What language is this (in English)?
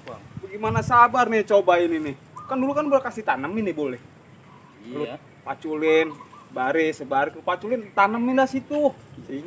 Betawi